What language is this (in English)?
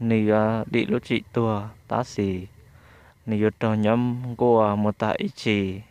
Hmong